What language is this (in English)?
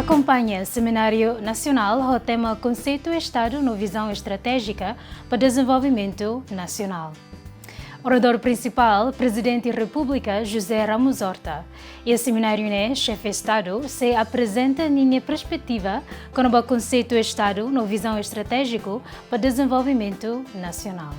Tetum